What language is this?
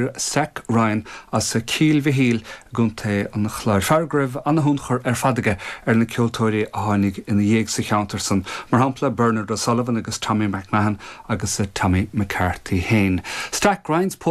Irish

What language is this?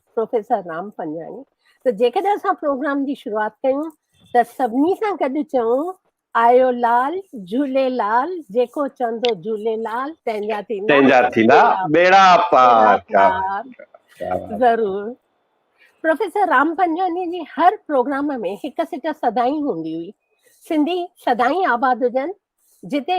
Sindhi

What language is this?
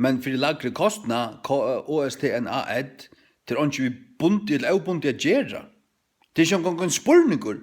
Faroese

